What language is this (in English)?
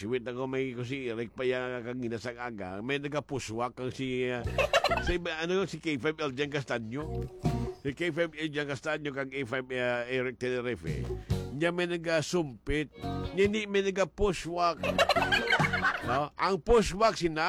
Hiligaynon